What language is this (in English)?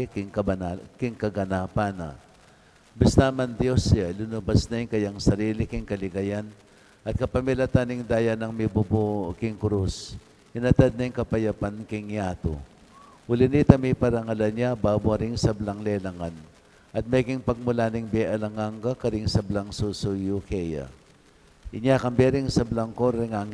Pampanga